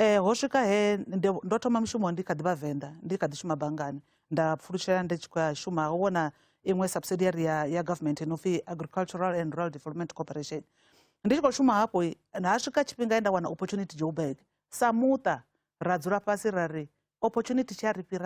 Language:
Venda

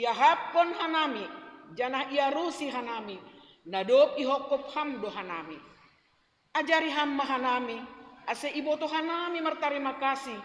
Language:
Batak Simalungun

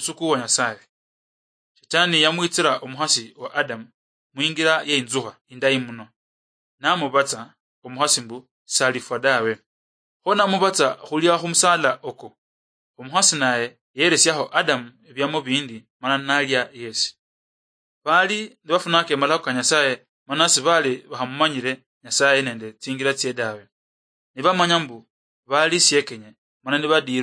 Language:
Luyia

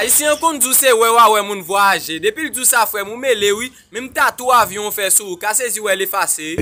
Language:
Haitian Creole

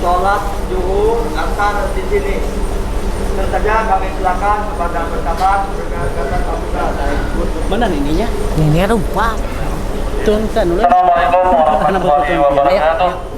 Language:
Banjar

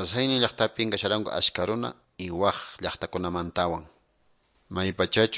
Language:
Quechua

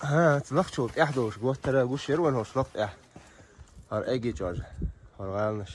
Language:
Chechen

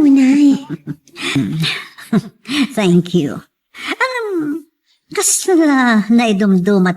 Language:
Iloko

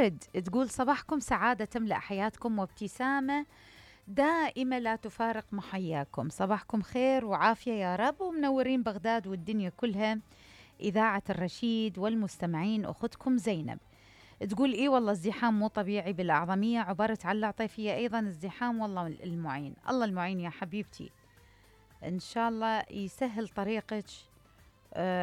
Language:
Mesopotamian Arabic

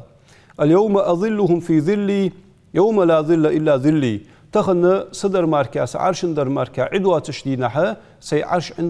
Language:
Ingush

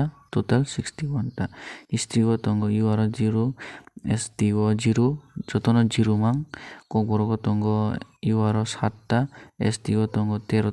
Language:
Kok Borok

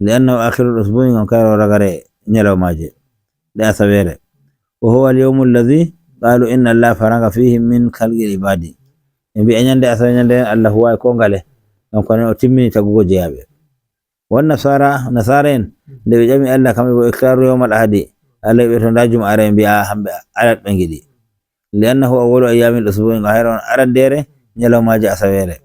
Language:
Nigerian Fulfulde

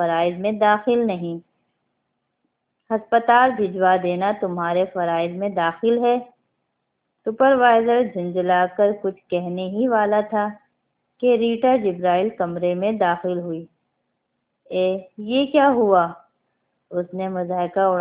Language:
Urdu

